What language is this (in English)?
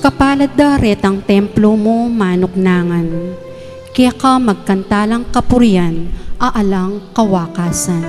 Pampanga